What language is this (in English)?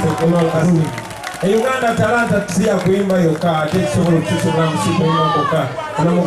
Ganda